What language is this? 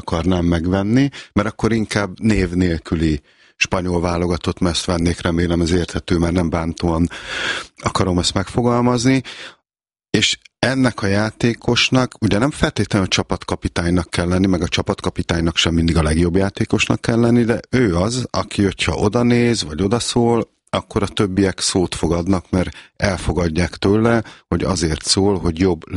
Hungarian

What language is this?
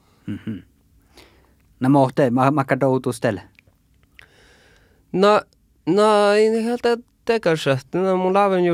Finnish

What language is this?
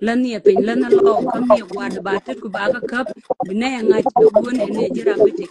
Nuer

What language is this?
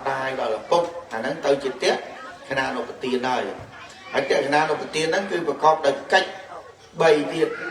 Khmer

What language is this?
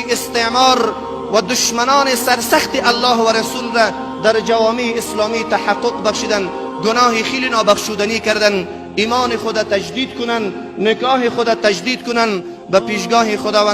Persian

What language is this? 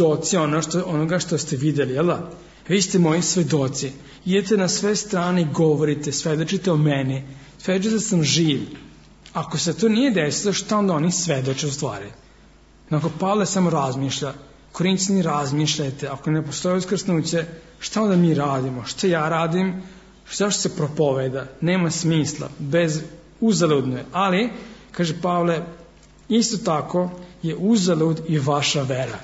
Serbian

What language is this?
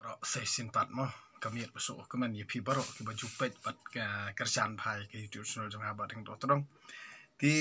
Khasi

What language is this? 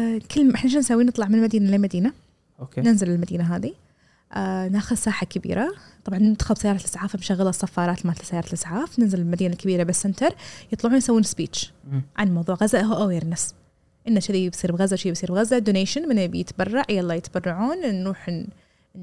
Gulf Arabic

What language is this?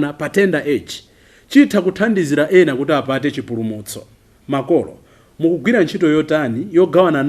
Nyanja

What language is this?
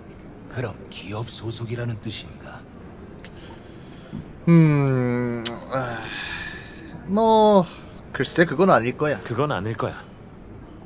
Korean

